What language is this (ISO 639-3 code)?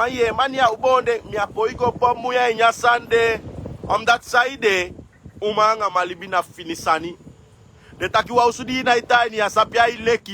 srn